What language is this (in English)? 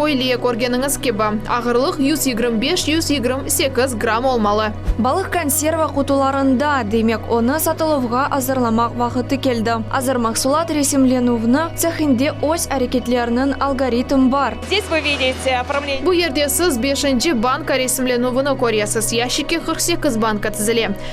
Crimean Tatar